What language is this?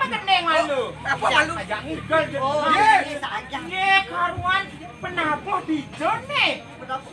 Balinese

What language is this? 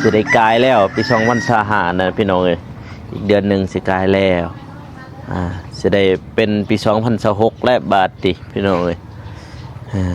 Lao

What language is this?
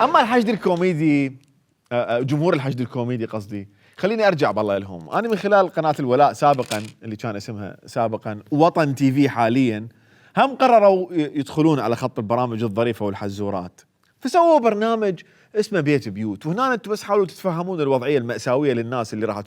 Mesopotamian Arabic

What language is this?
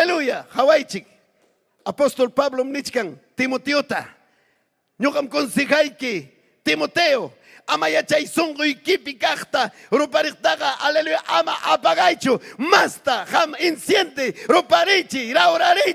Ayacucho Quechua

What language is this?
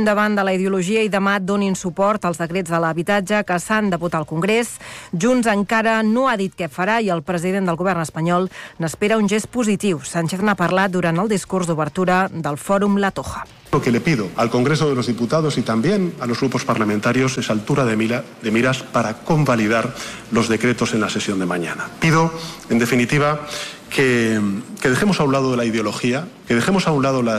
Catalan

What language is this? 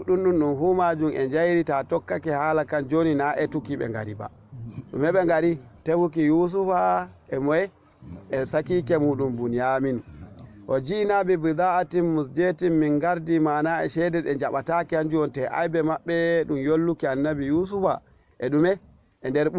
Fula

